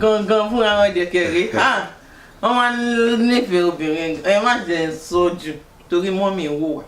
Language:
Yoruba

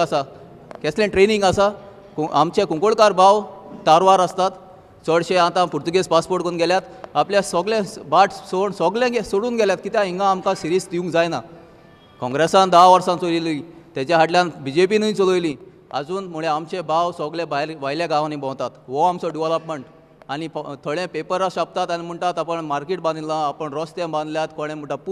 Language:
Konkani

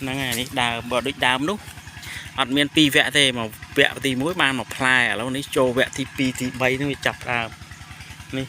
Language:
Khmer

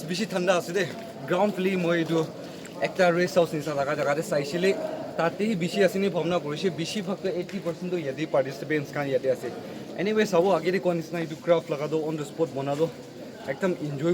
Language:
Naga Pidgin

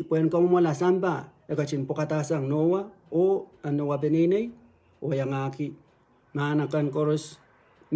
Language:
Pohnpeian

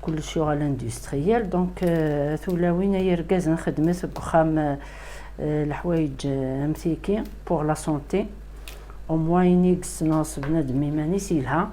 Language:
Kabyle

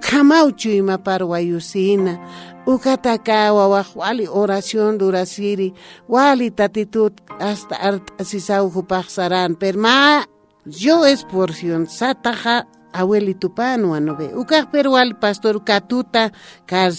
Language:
Aymara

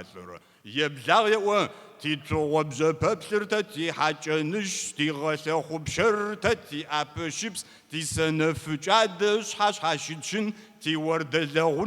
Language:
Kabardian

